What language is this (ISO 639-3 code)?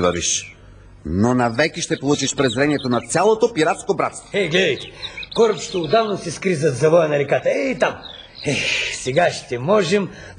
bul